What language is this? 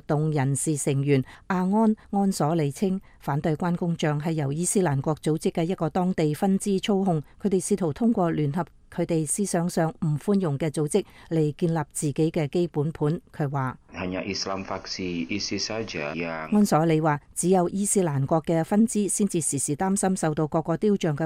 Cantonese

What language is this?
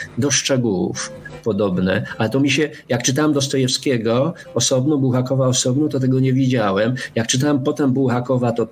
Polish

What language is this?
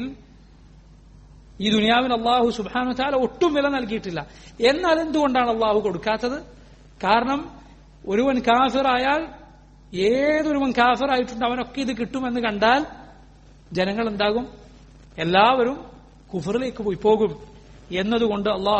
Malayalam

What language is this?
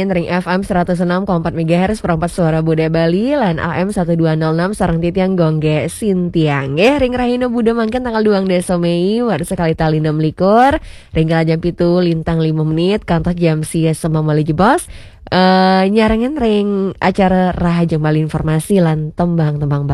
Balinese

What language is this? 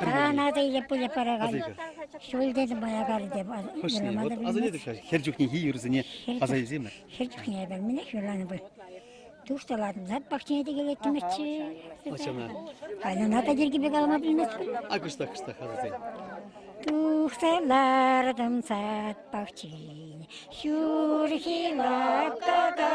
Chuvash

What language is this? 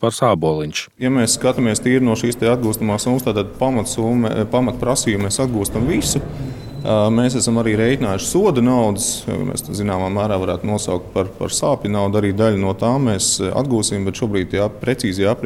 Latvian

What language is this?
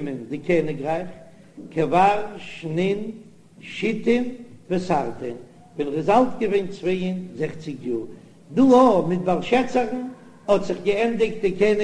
Yiddish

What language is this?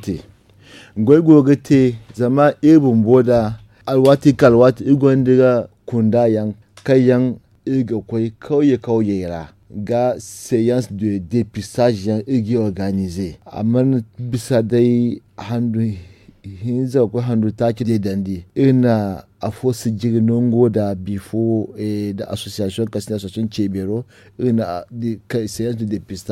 Zarma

